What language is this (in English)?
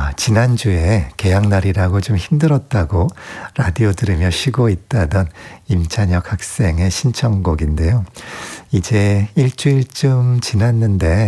Korean